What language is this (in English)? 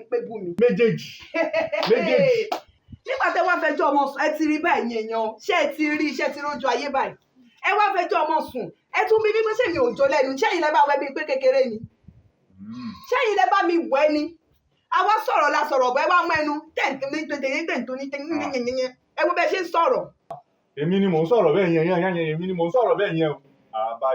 Yoruba